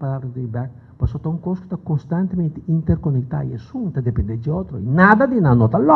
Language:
Papiamento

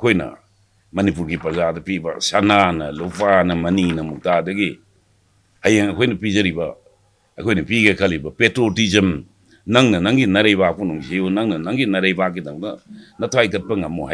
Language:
Manipuri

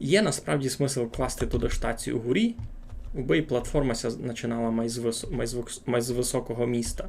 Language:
Rusyn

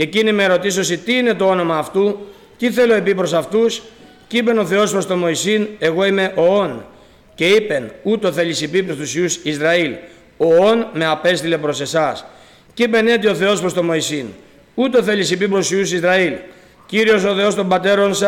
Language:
Greek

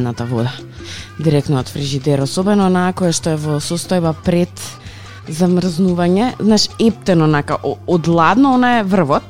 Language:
Macedonian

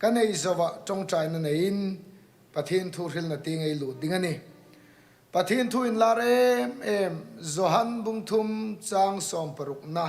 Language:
Hmar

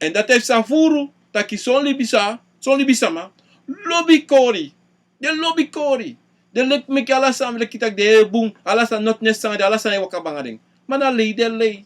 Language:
Sranan Tongo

